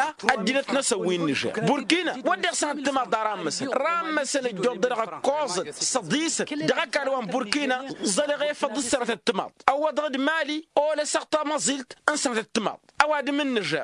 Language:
Tamasheq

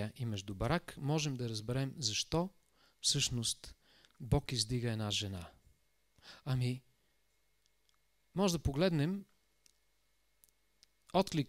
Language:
Bulgarian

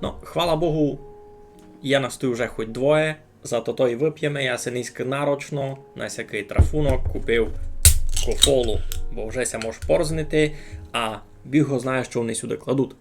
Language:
Rusyn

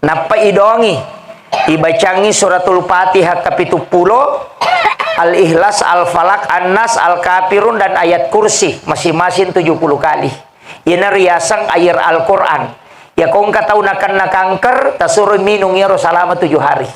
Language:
Buginese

